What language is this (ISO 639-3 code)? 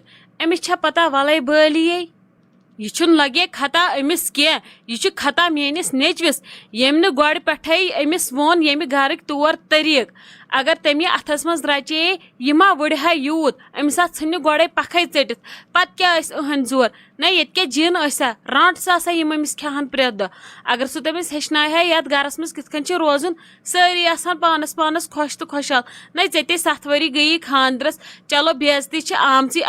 kas